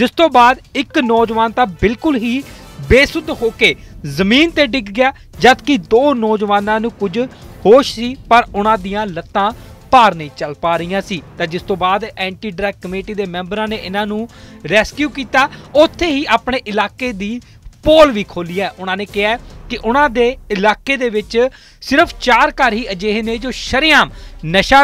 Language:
Punjabi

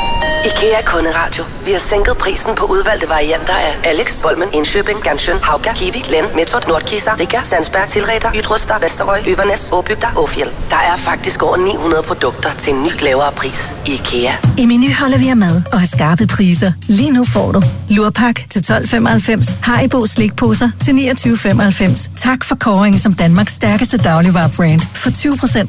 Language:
Danish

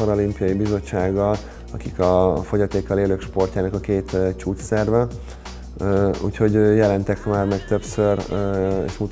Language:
Hungarian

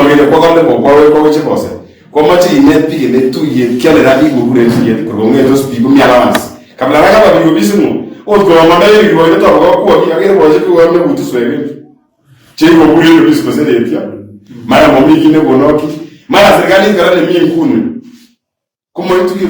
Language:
Kalenjin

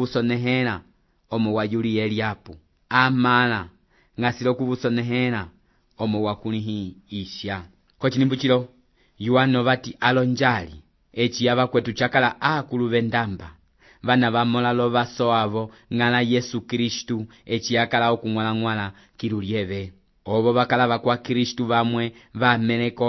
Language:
Umbundu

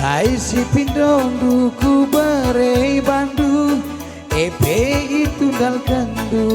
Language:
Batak Karo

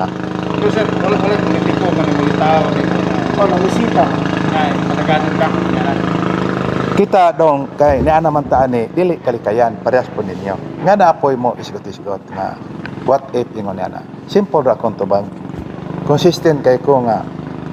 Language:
Cebuano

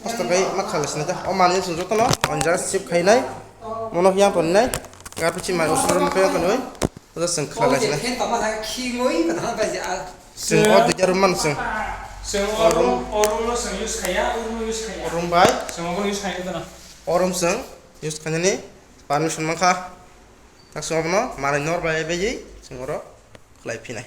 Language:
Kok Borok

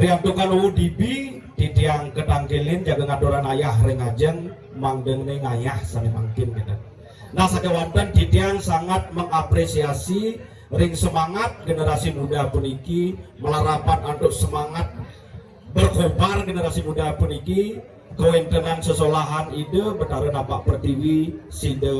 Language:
Balinese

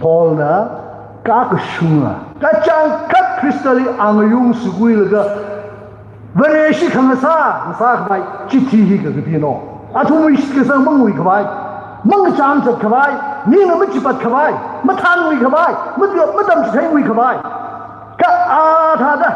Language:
Tangkhul Naga (India)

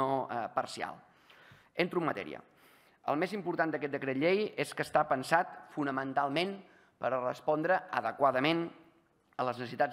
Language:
Catalan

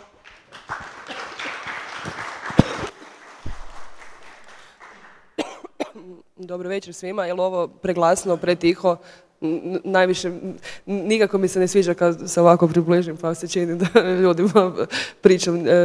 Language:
Croatian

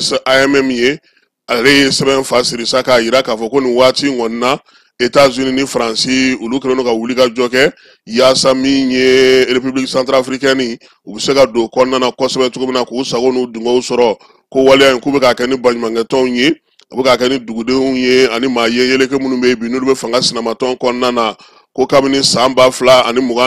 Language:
Bambara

